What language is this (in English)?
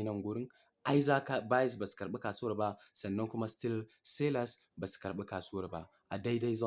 Hausa